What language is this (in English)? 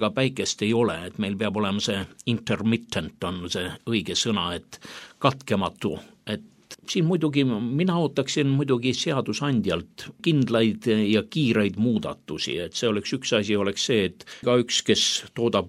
Estonian